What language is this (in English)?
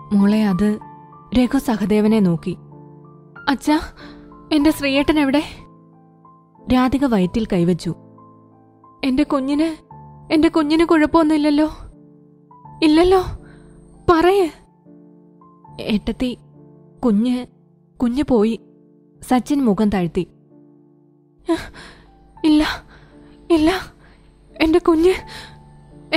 Malayalam